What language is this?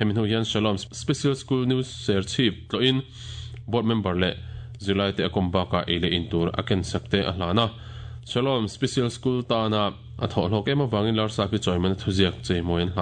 Mizo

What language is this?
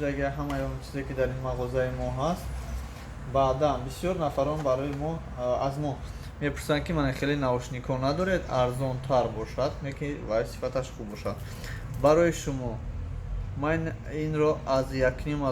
Tajik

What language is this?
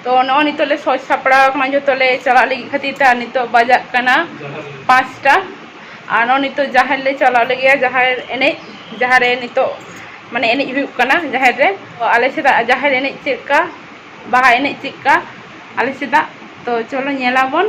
Santali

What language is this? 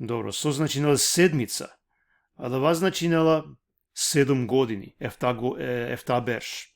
Balkan Romani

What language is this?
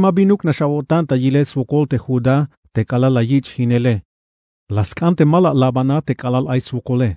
Tzeltal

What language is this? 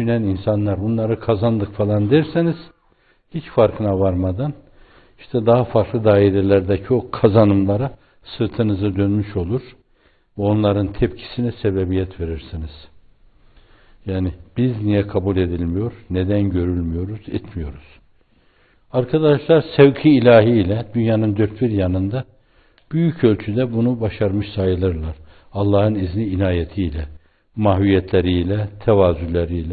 Turkish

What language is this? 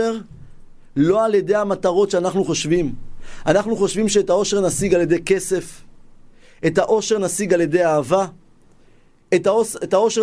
Hebrew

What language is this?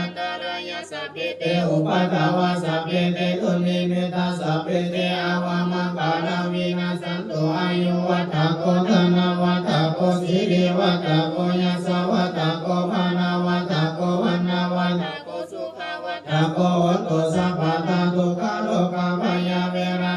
Pali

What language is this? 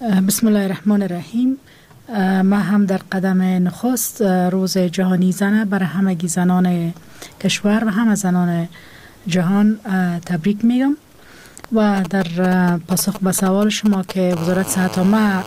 Persian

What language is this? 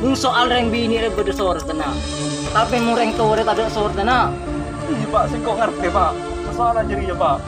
Madurese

